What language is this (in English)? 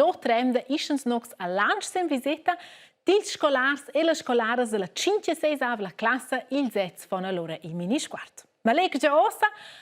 Romansh